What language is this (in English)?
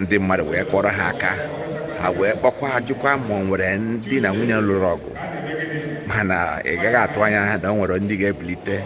Igbo